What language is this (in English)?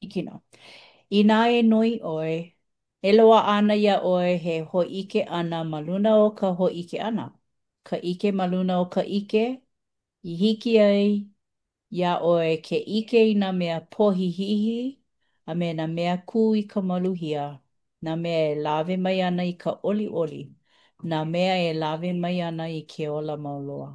Hawaiian